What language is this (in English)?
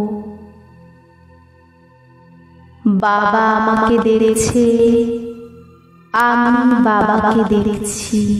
Bangla